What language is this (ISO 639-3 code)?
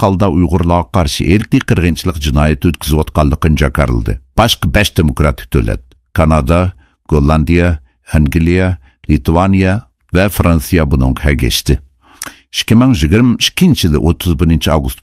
uig